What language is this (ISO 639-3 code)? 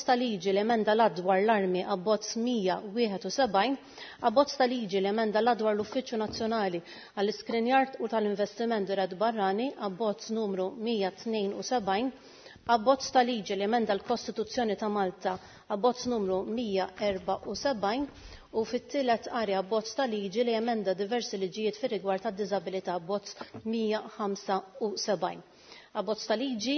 mlt